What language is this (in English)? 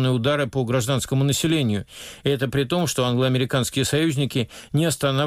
Russian